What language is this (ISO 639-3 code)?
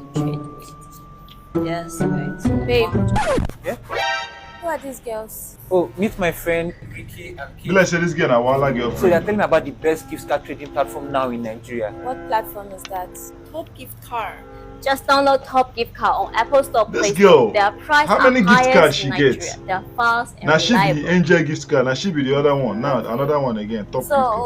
pcm